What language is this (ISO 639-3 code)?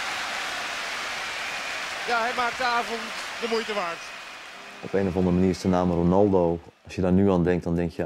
nld